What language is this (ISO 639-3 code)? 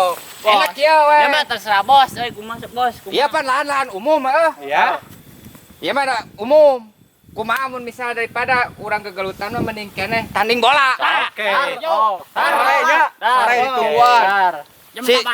sun